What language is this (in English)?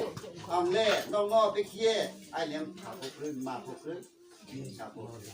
Riang (India)